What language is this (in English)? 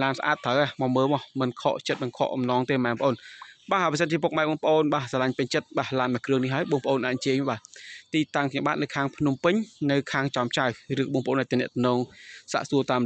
Khmer